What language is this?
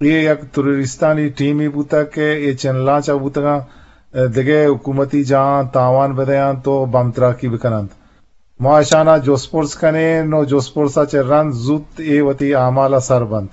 Eastern Balochi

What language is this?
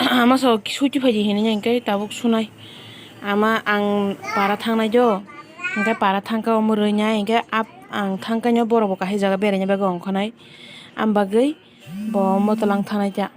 Kok Borok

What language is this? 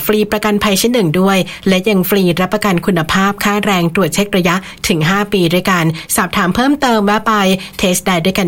Thai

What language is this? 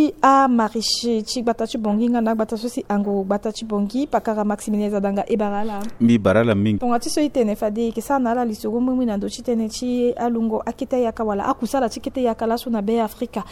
Sango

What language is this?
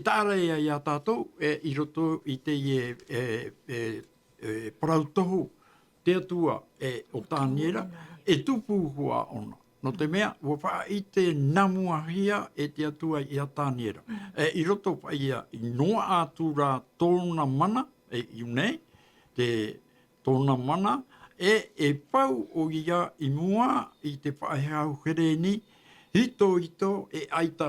Tahitian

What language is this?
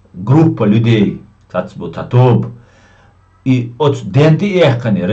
Chechen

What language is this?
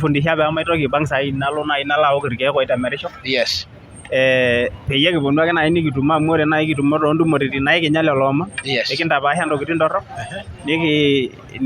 Masai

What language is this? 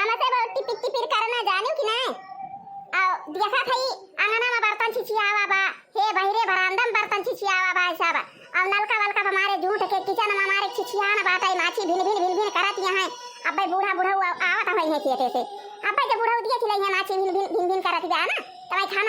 Awadhi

